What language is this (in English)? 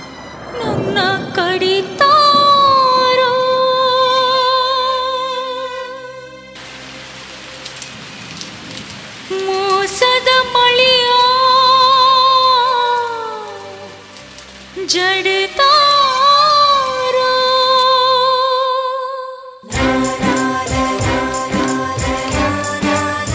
Kannada